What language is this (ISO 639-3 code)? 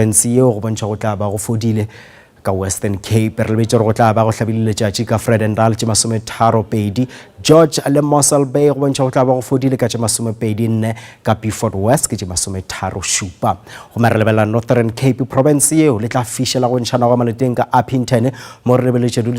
nso